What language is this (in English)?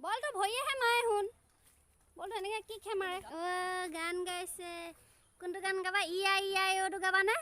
Assamese